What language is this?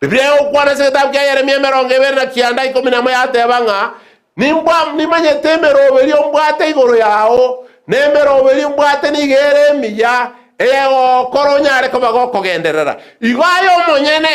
Gusii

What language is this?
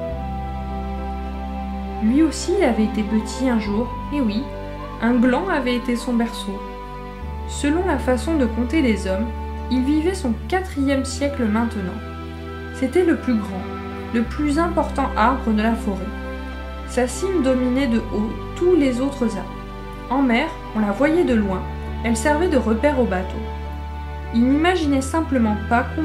French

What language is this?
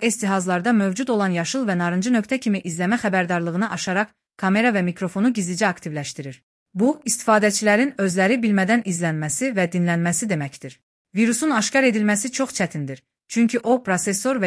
Azerbaijani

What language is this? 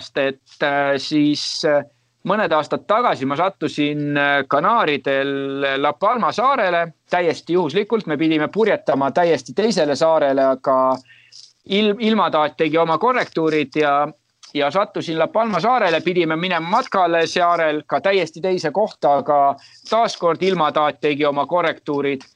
Estonian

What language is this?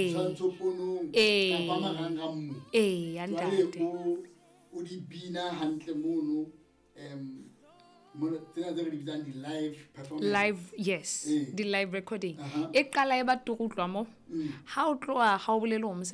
Southern Sotho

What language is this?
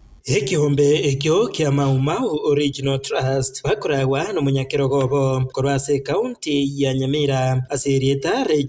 Gusii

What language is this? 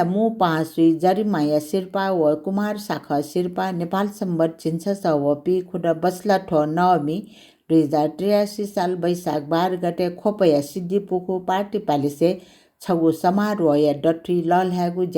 Newari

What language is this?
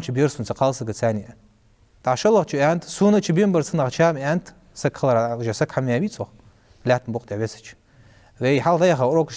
Ingush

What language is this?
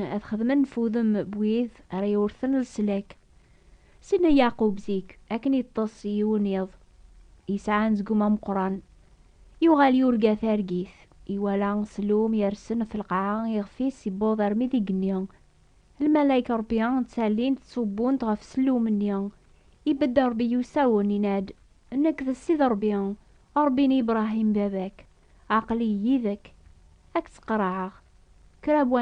Kabyle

